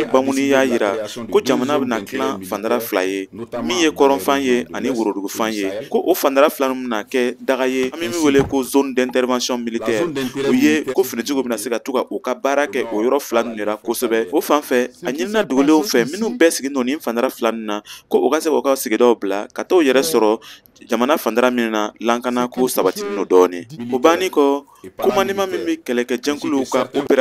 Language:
Bambara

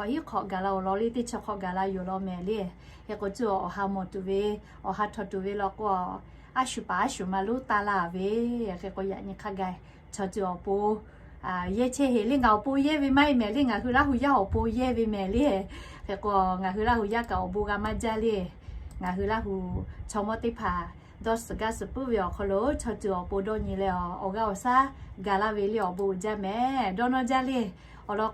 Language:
Lahu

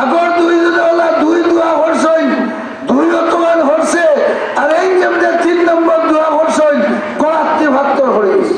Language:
Sylheti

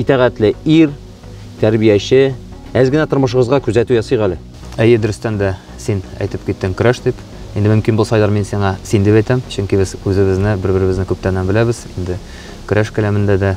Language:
Tatar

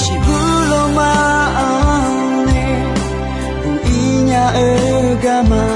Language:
Akha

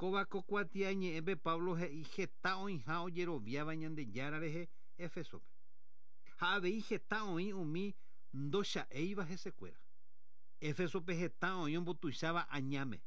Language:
Guarani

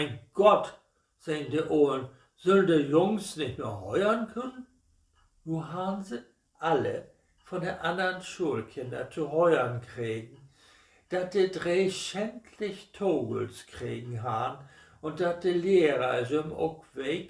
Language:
Low German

